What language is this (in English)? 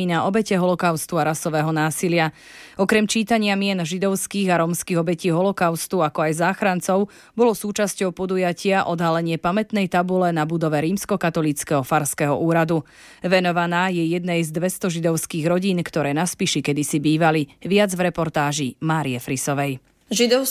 Slovak